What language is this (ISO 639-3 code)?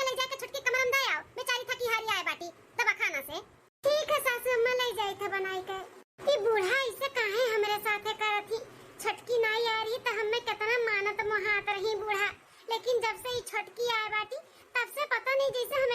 awa